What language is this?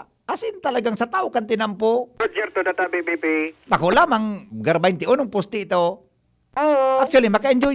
Bikol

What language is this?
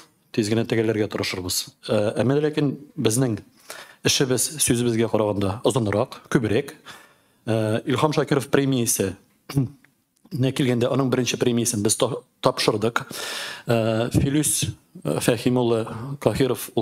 Tatar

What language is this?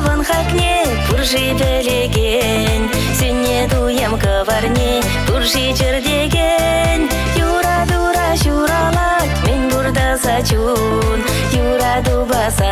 Chuvash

